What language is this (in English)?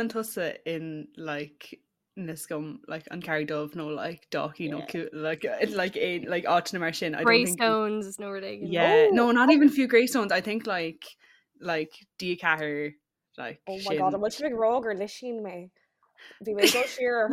Irish